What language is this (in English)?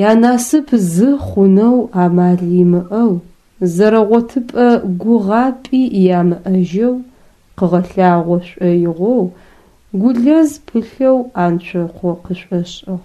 Adyghe